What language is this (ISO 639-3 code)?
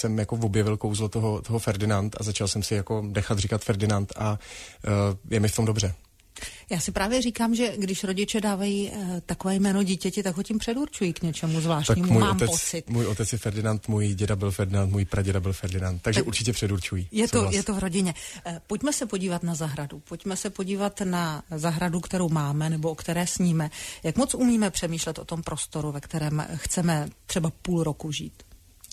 ces